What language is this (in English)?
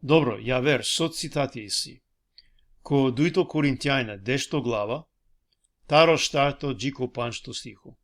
Balkan Romani